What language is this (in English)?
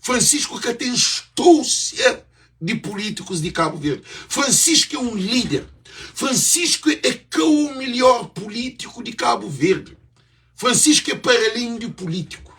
Kabuverdianu